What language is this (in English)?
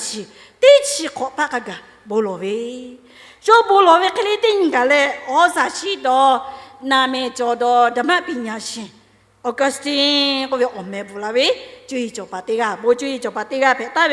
Lahu